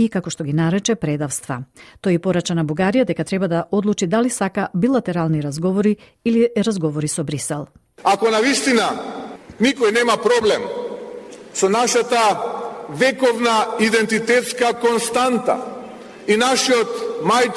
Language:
Macedonian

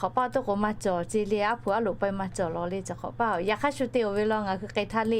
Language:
Lahu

